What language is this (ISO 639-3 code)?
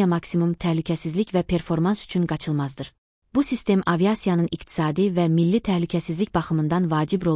aze